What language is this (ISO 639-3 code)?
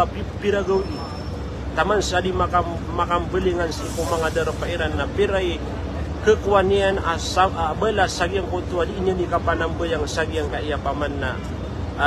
mrw